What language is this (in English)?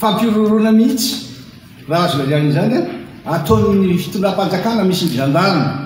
Malagasy